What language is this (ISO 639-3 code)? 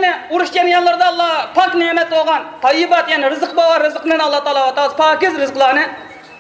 uig